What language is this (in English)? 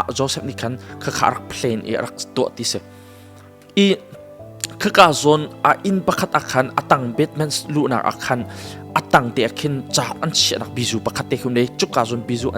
Hakha Chin